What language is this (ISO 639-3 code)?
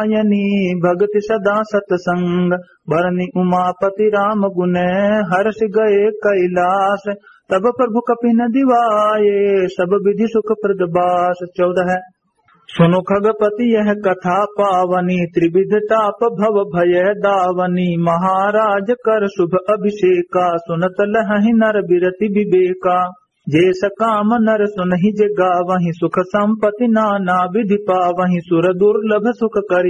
awa